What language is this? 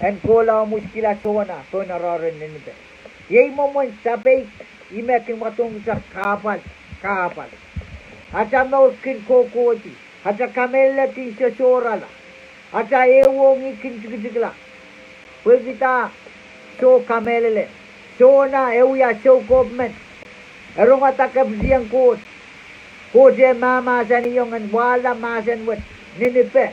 Pohnpeian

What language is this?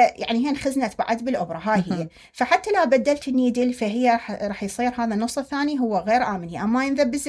Mesopotamian Arabic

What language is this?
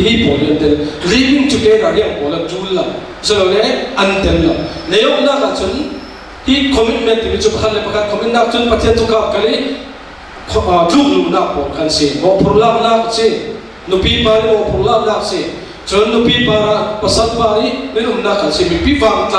Falam Chin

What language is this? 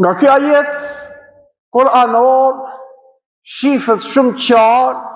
Albanian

